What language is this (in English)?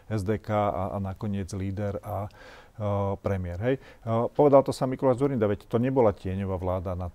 Slovak